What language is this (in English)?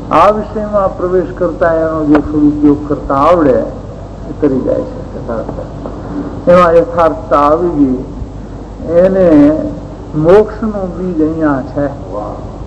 Gujarati